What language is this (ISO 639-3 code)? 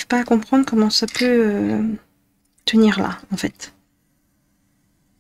fra